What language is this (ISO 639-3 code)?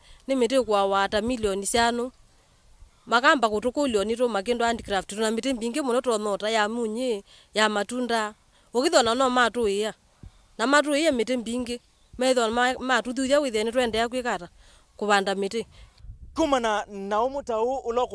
kam